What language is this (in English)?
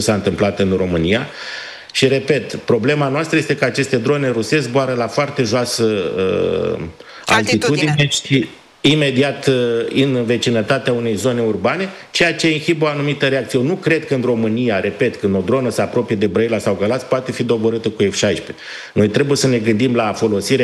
Romanian